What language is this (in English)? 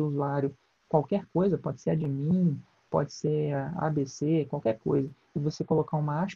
Portuguese